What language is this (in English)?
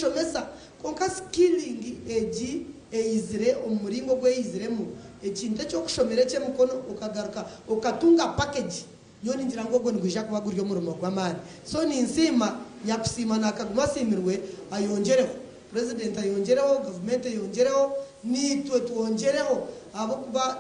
Nyankole